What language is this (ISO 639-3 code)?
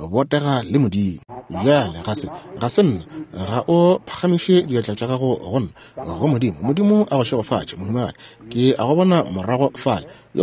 nso